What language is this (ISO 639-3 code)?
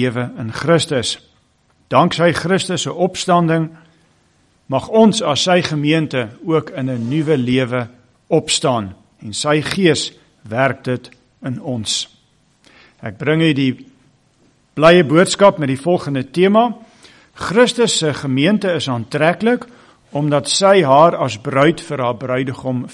afr